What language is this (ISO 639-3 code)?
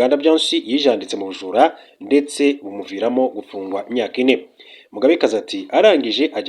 kin